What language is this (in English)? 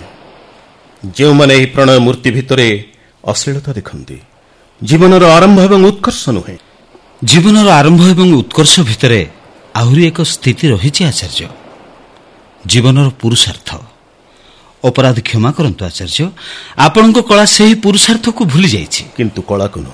Odia